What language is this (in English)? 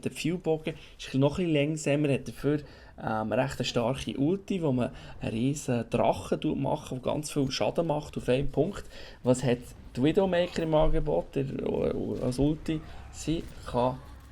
Swiss German